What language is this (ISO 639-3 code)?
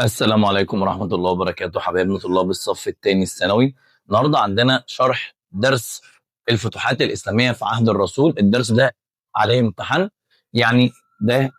arz